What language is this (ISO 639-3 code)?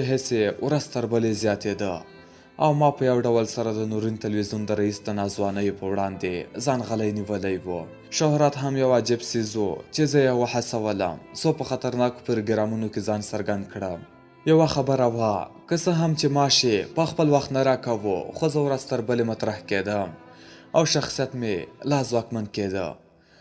pus